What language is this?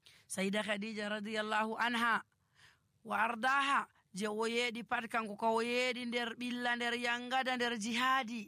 Nigerian Fulfulde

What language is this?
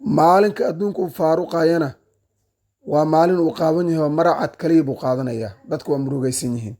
Somali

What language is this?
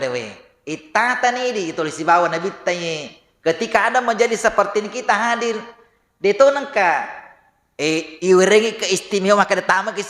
Buginese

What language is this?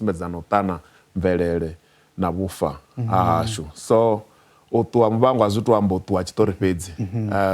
Venda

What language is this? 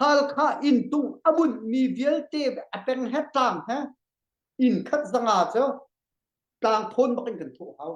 Hakha Chin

